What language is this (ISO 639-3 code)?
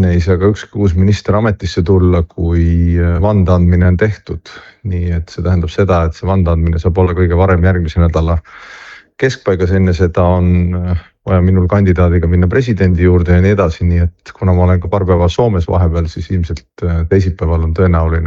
est